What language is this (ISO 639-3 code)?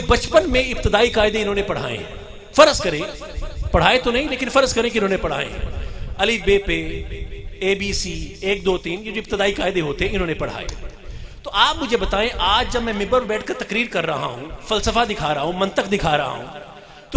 urd